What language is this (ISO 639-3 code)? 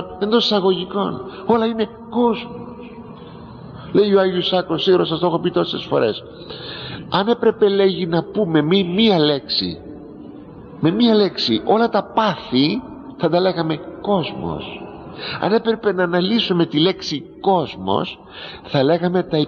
ell